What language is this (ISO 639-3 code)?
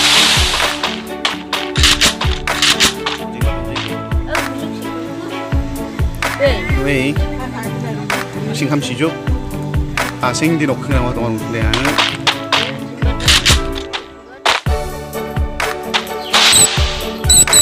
msa